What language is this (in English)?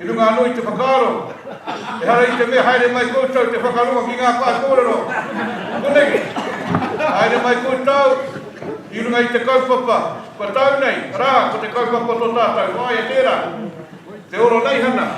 Māori